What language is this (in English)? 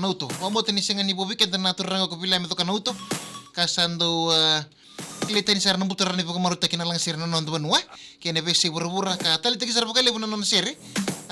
Fijian